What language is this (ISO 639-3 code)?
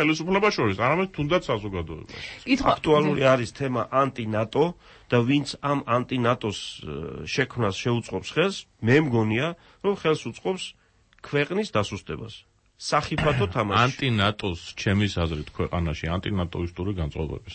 kat